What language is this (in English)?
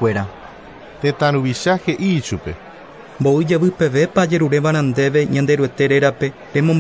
Guarani